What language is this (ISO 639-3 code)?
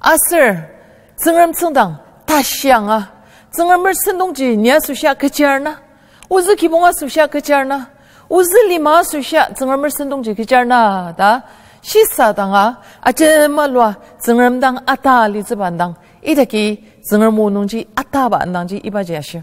njo